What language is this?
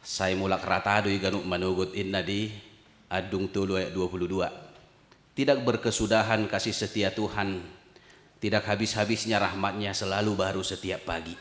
Batak Toba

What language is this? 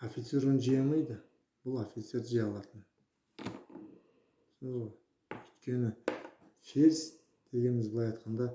Kazakh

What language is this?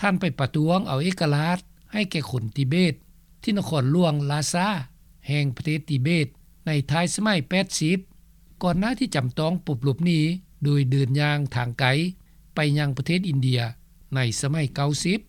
Lao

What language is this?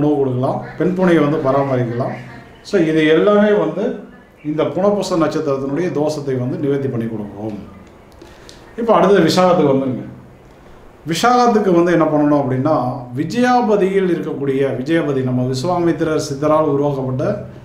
Tamil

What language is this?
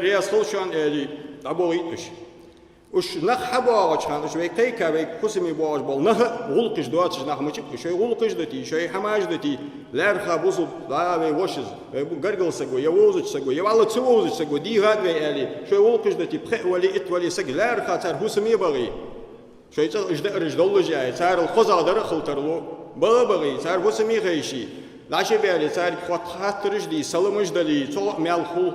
Ingush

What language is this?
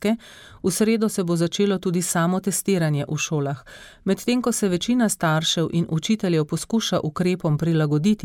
Slovenian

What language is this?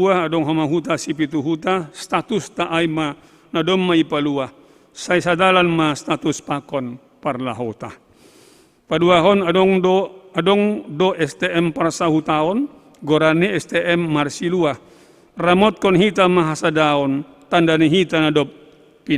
Batak Simalungun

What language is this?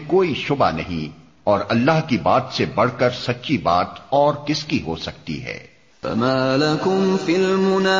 Urdu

